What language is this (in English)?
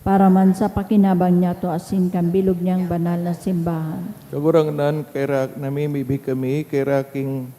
Bikol